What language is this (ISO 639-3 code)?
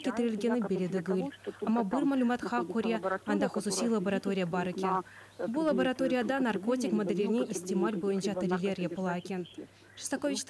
crh